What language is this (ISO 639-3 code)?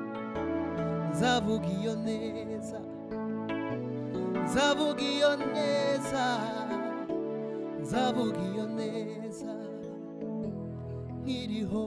kin